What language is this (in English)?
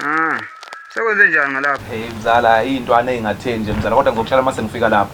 Zulu